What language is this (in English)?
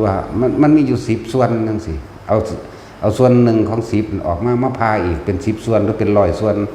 Northeastern Thai